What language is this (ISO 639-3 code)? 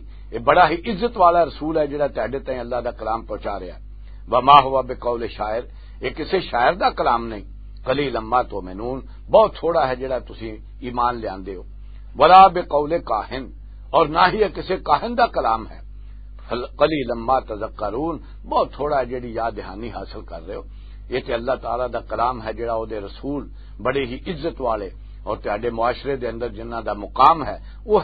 lah